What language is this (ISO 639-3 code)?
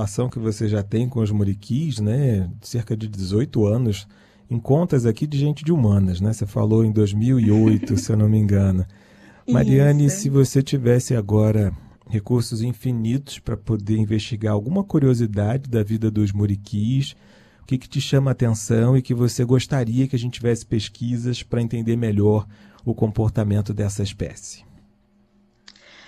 por